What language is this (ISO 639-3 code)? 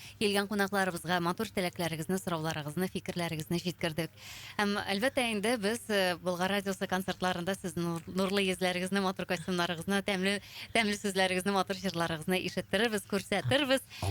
tat